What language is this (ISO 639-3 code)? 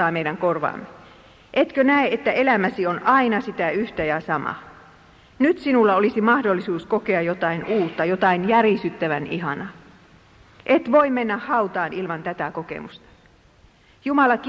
fin